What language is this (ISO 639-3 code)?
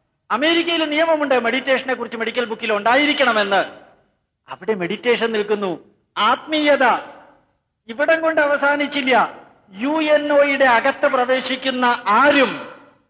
mal